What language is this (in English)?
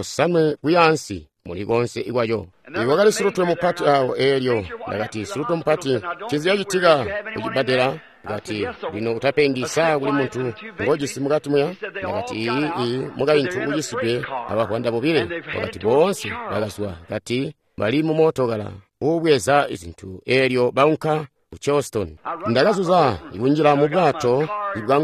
Tonga (Zambia)